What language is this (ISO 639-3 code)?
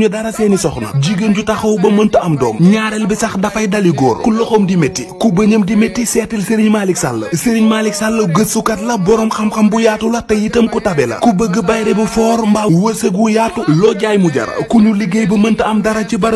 wol